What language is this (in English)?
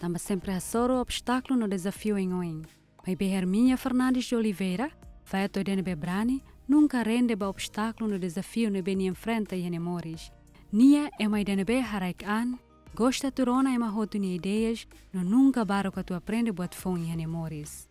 Tetum